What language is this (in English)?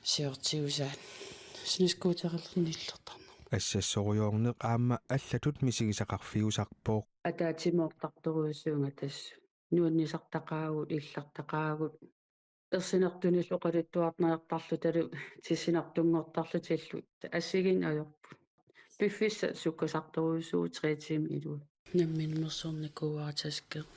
Kalaallisut